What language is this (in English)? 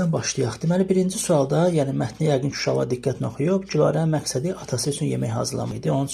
Azerbaijani